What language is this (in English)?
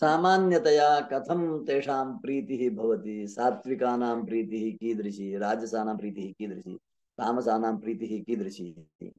Sanskrit